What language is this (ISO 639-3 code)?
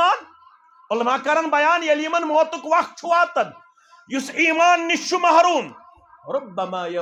kas